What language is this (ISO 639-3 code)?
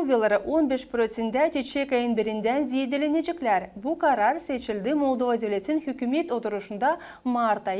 gag